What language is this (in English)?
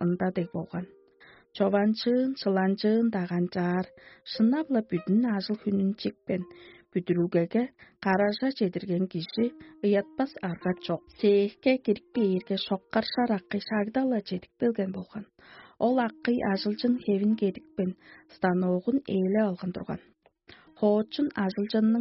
Tuvinian